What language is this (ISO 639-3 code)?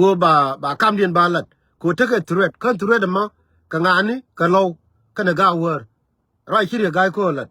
nus